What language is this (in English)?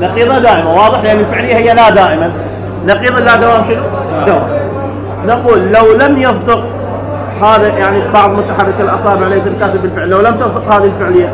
Mesopotamian Arabic